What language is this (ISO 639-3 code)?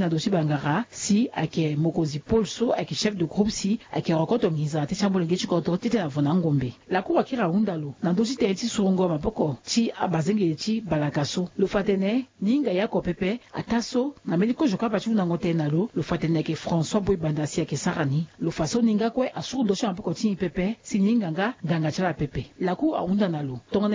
sag